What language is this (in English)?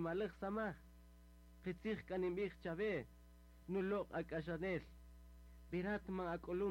Kaqchikel